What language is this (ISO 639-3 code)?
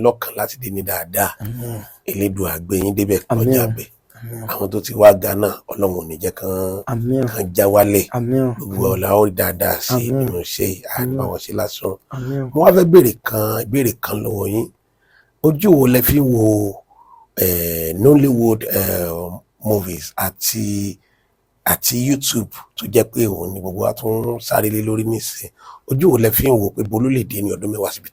yor